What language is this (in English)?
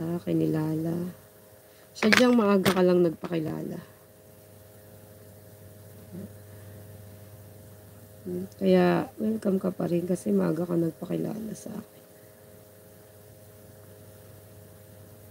Filipino